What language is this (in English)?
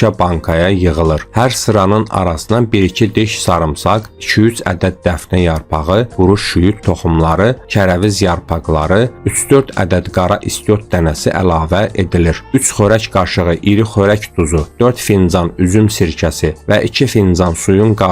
Azerbaijani